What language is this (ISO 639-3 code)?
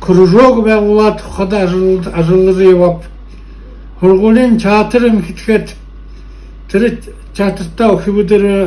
bua